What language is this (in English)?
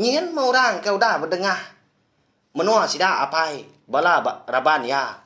Iban